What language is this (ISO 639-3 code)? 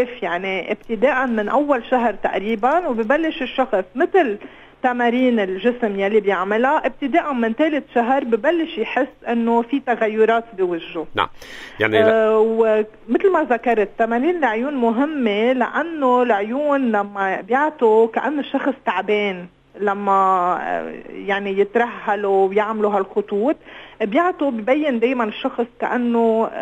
apc